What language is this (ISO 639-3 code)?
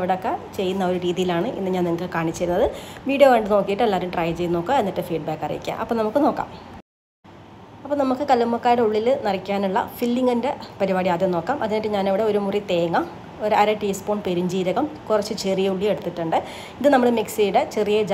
mal